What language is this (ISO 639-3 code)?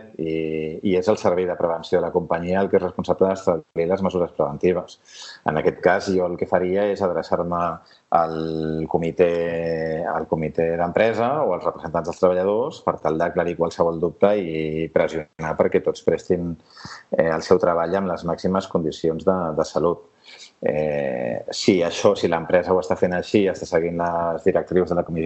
cat